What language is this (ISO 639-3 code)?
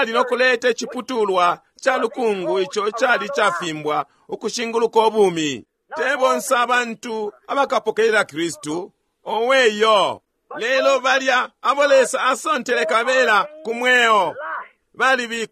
bem